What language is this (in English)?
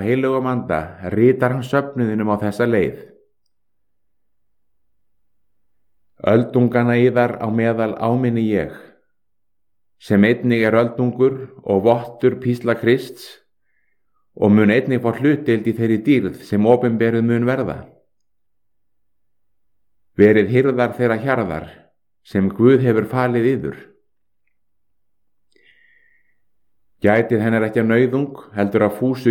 Icelandic